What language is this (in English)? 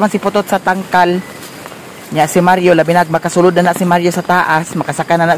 Cebuano